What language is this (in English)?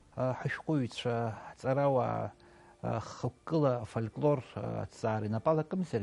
Abkhazian